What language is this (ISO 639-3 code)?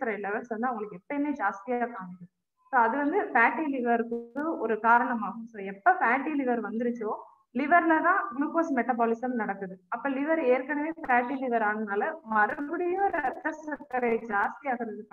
tam